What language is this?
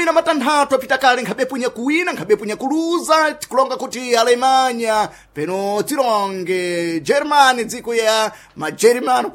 Sena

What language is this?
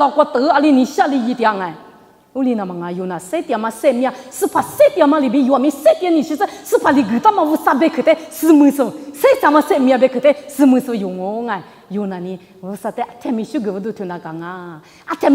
Lisu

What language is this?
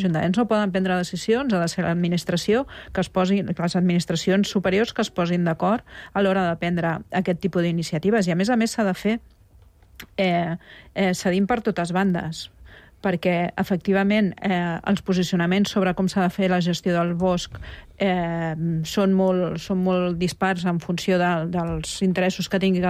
Catalan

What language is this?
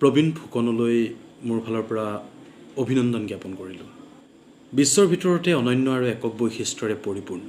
Assamese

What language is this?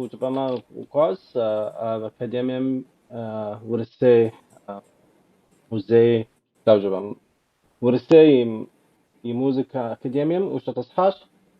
Kabardian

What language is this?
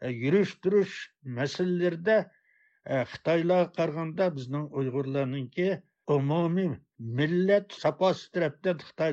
Uyghur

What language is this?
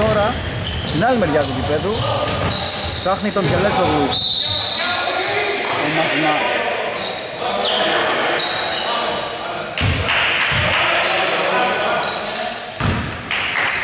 Greek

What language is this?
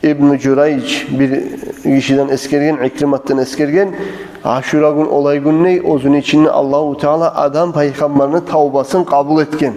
Kumyk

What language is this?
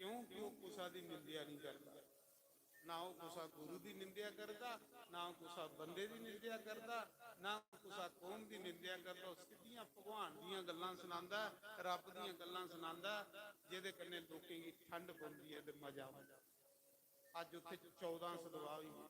Dogri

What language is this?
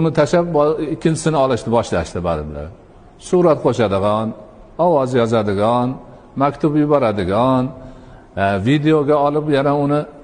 Uzbek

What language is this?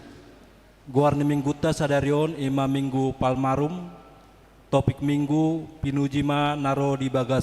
Batak Toba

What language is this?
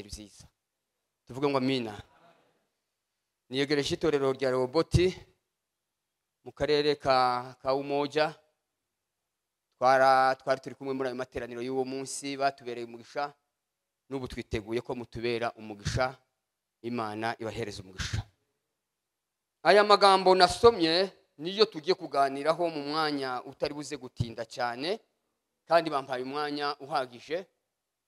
Kinyarwanda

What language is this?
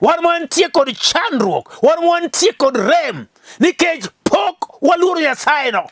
Luo (Kenya and Tanzania)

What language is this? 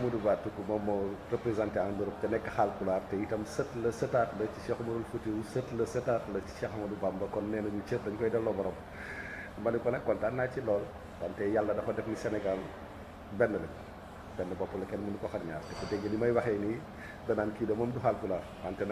Wolof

